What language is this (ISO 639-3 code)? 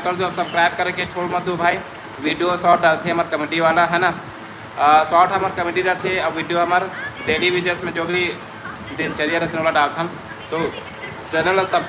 hne